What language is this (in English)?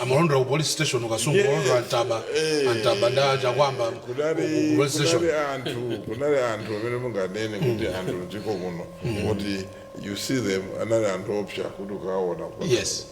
Nyanja